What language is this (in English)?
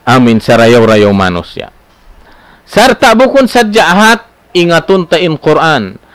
Tausug